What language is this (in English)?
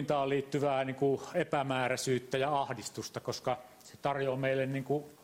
Finnish